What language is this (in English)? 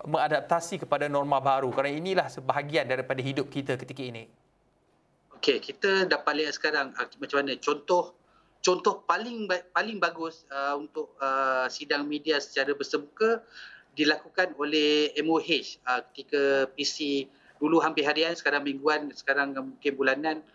Malay